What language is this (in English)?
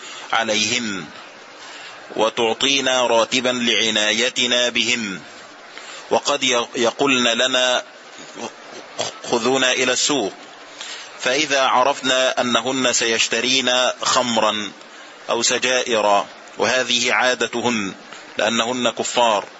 Arabic